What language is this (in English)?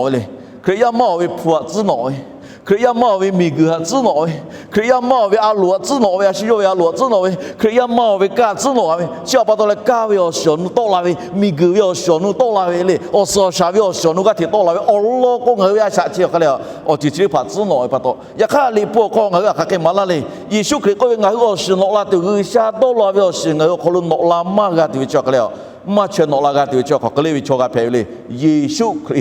Lahu